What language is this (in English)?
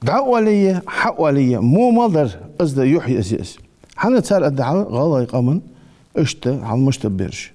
Ingush